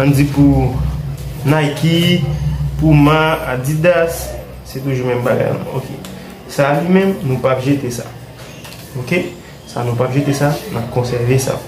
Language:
Haitian Creole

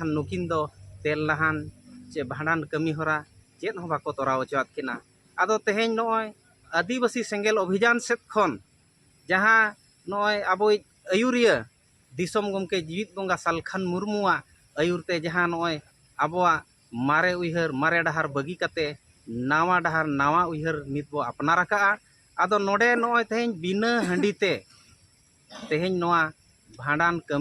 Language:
Santali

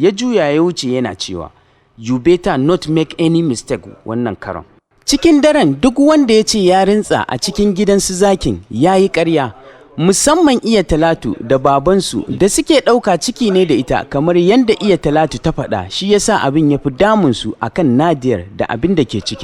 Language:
Hausa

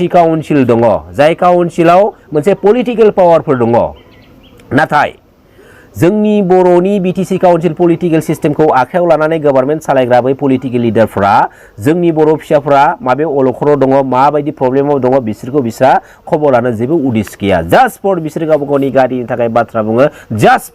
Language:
Bodo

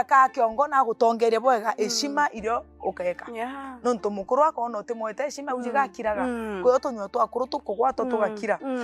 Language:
Meru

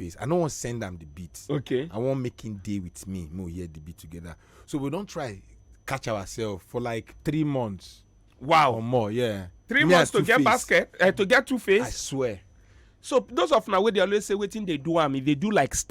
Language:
Nigerian Pidgin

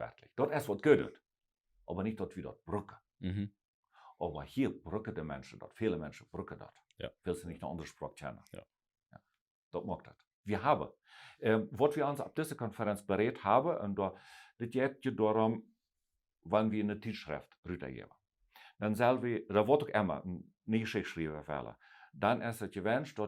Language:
Plautdietsch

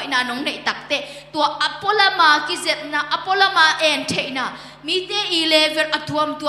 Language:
Tedim Chin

